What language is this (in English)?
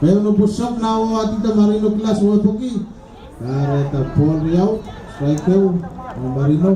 Pohnpeian